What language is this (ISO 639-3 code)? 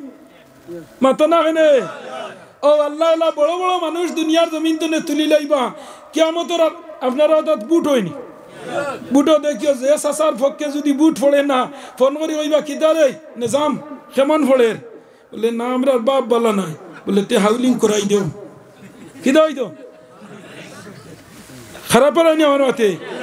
syl